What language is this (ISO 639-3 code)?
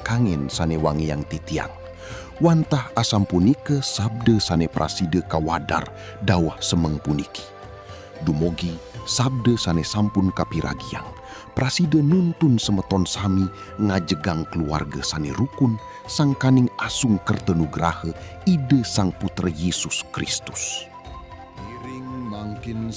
ban